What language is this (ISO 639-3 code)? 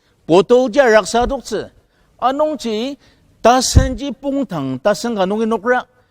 njo